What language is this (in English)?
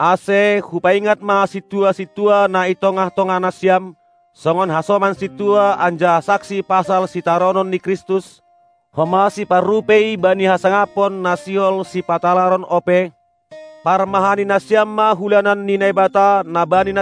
Batak Simalungun